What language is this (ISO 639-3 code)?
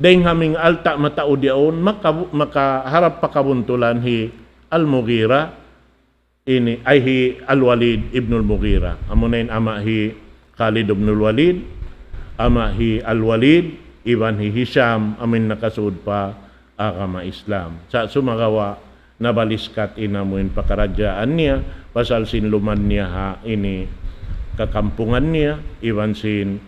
tsg